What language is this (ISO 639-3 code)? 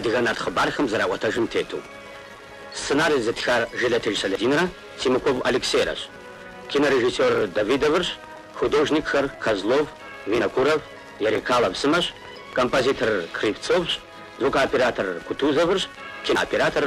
kbd